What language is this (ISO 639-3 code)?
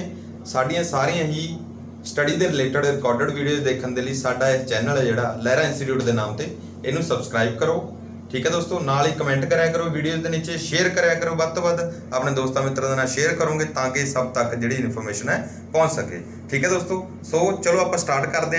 pan